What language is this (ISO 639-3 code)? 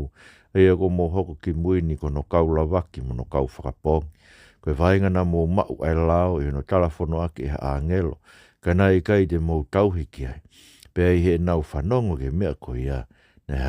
ton